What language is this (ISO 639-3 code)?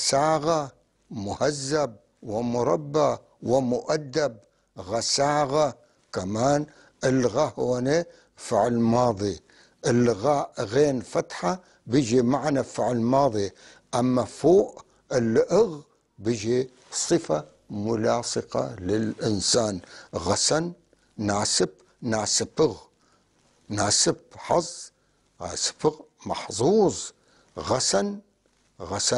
apc